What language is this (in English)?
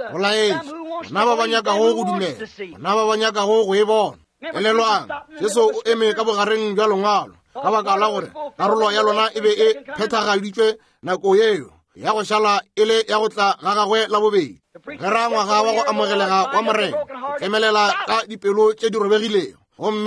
Northern Sotho